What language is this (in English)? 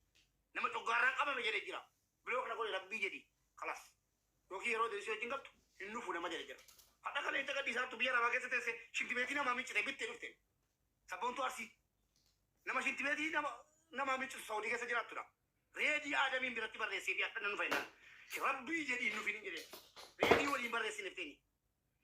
Oromo